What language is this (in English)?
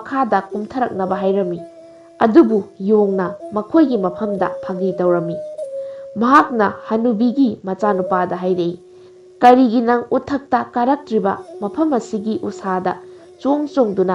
Manipuri